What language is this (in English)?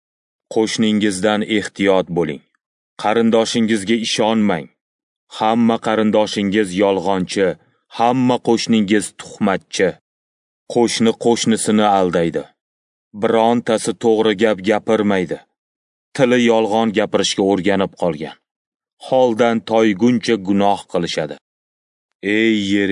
Uzbek